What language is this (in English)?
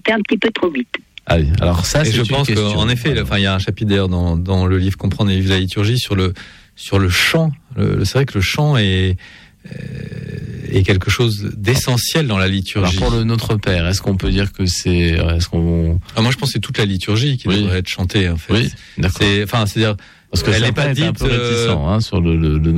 French